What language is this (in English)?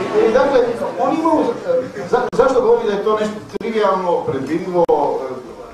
Croatian